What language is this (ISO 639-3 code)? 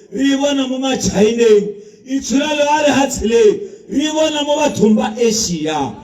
tsn